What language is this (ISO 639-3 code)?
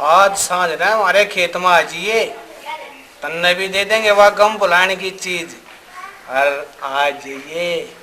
bgc